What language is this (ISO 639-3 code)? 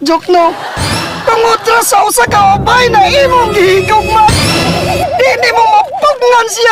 ceb